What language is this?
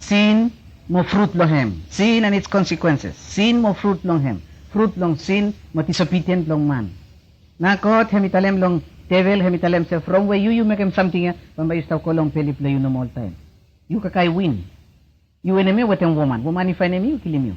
Bislama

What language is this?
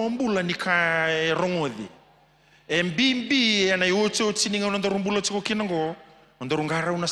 Fijian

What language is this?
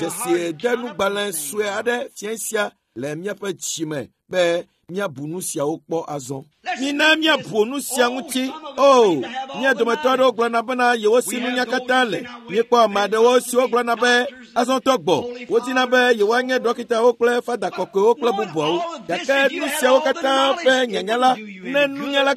Ewe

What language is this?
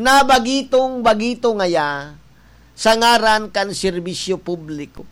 Bikol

